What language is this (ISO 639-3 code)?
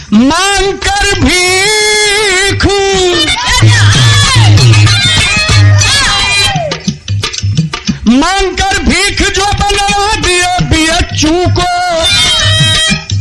bho